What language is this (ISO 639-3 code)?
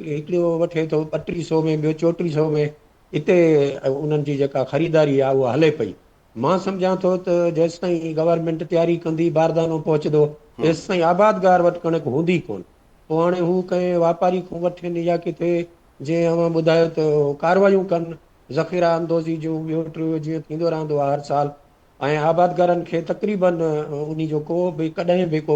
snd